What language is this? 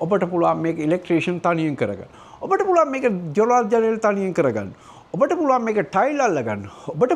Sinhala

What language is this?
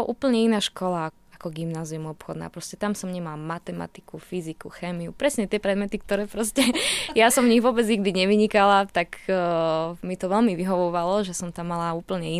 Slovak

